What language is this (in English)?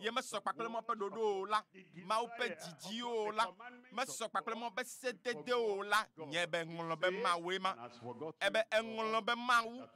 Ewe